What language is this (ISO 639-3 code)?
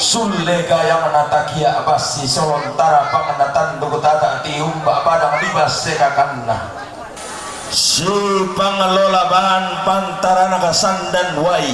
sda